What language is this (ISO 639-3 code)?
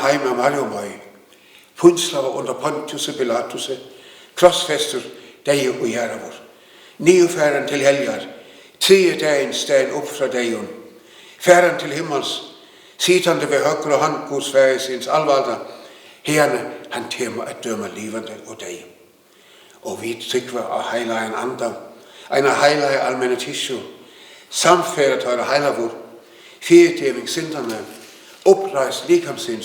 fao